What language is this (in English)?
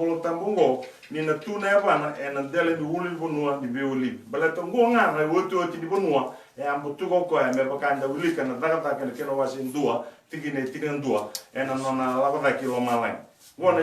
Fijian